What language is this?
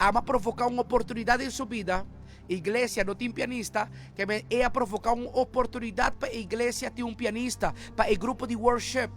Papiamento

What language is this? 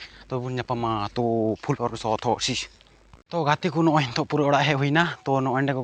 Santali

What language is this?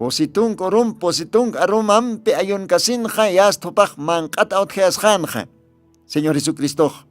Aymara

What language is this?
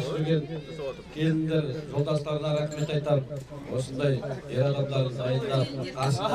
Kazakh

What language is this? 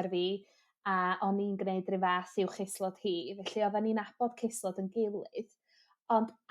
Welsh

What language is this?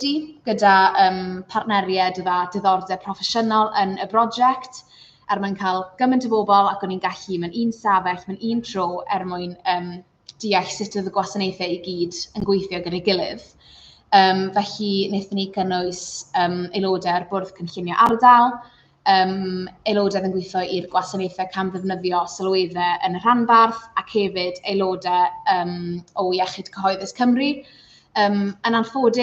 Welsh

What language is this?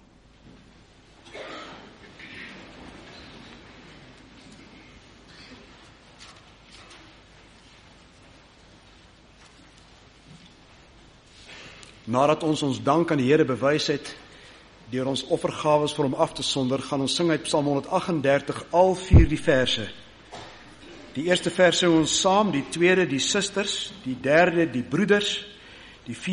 Afrikaans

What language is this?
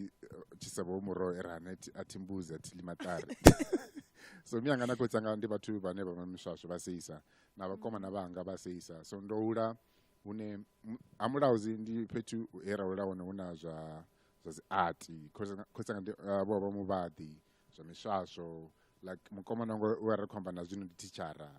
Venda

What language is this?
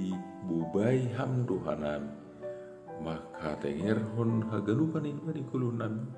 Batak Simalungun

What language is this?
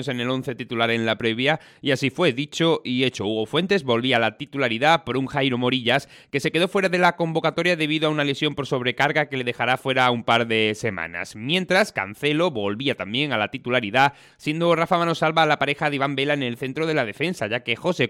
Spanish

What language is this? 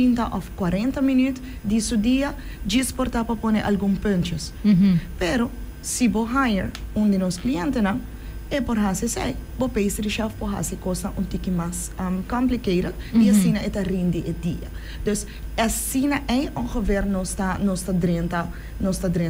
Papiamento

